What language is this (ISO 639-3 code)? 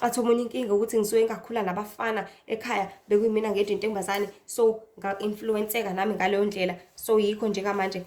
zul